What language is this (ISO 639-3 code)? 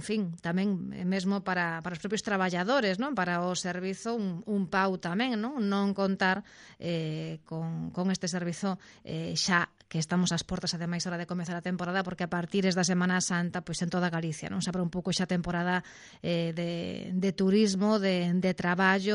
glg